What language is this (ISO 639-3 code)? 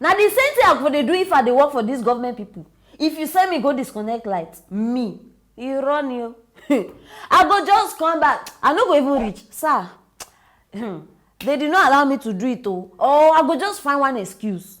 pcm